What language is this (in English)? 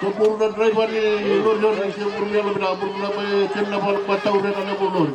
Fijian